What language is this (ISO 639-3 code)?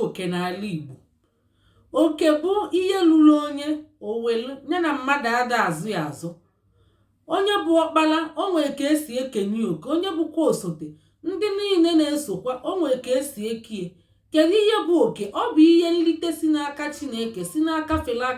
ibo